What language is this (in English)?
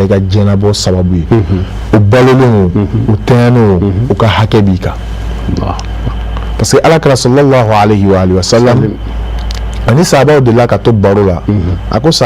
Bambara